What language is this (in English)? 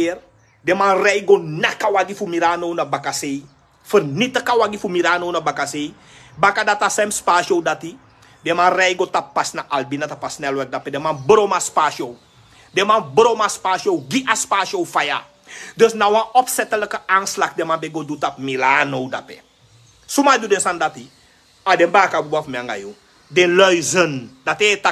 Sranan Tongo